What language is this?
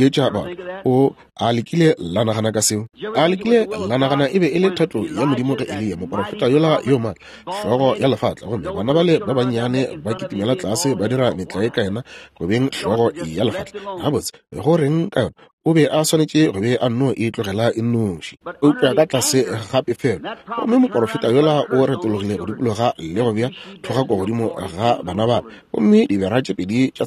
Northern Sotho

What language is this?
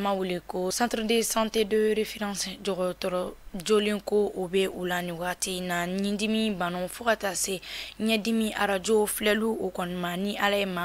Bambara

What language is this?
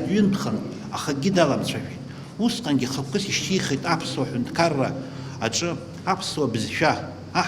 Abkhazian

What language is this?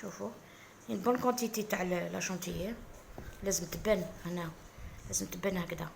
Algerian Arabic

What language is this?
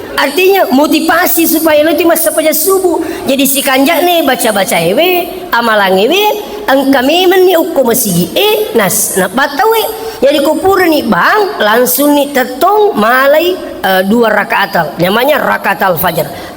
Buginese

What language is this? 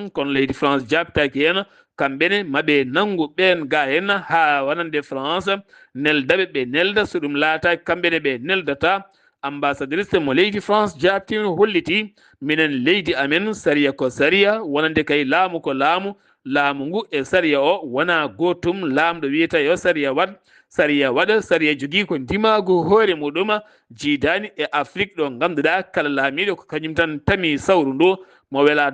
Fula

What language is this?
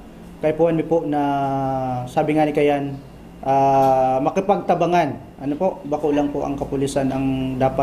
Bikol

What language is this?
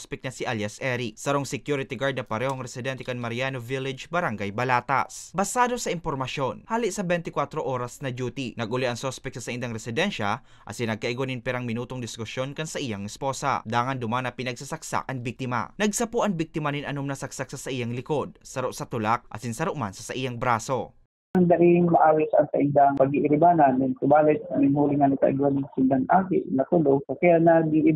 Bikol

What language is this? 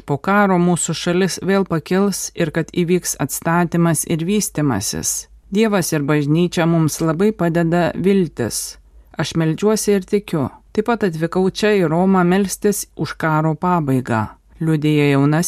Lithuanian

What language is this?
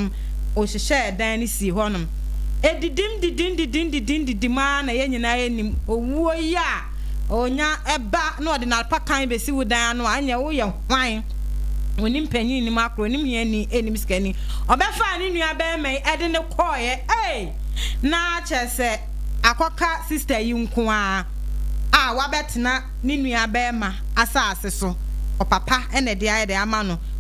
Akan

